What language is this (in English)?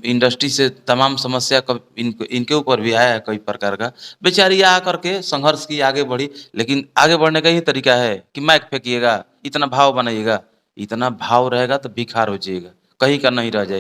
Bhojpuri